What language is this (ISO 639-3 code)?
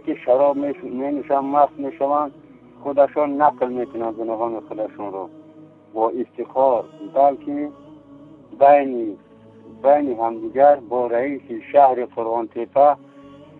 tgk